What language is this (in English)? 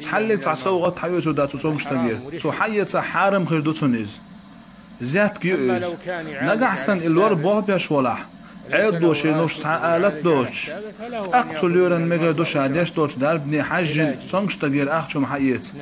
Chechen